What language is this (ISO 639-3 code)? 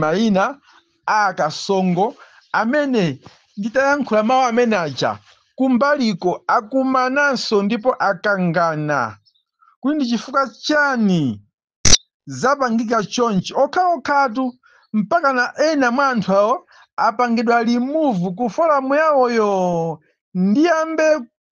nya